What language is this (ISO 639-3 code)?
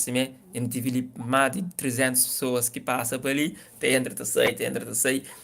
kea